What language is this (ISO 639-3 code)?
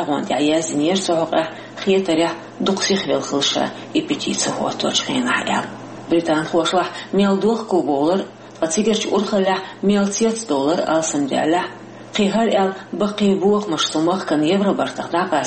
che